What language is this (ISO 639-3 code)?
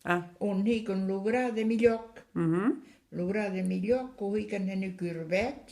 oci